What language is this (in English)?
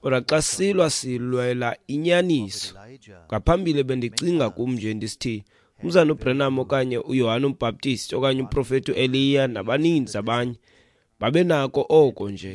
Xhosa